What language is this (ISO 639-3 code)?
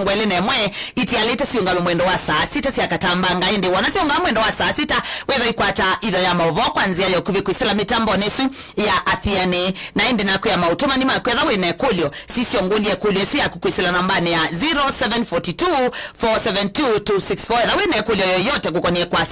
kam